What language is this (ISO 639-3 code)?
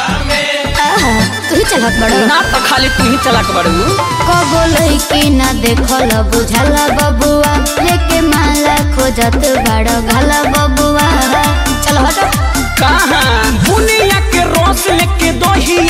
bho